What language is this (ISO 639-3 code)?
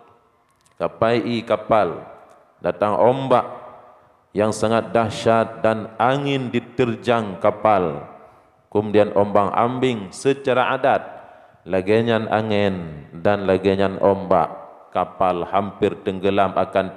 ace